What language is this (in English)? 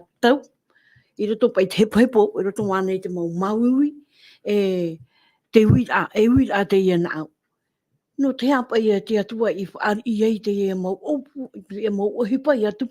Tahitian